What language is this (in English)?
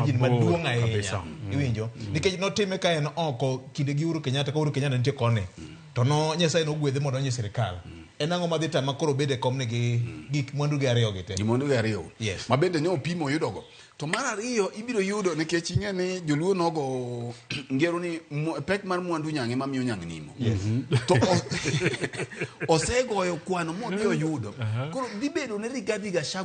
Luo (Kenya and Tanzania)